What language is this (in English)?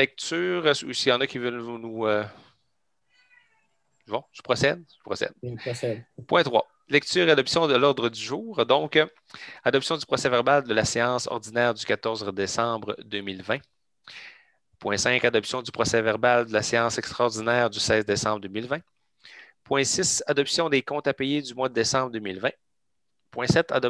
French